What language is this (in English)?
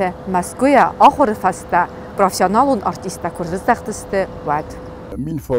Ossetic